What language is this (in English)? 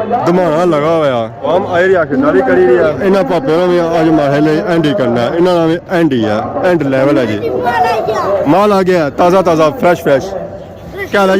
Pahari-Potwari